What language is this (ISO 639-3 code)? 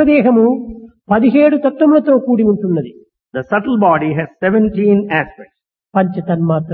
tel